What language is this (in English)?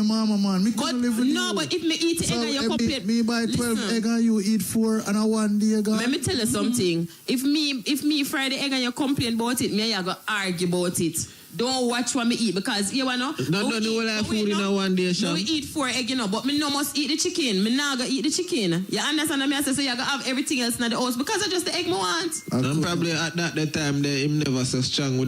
Jamaican Creole English